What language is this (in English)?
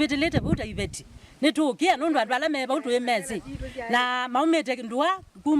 Kamba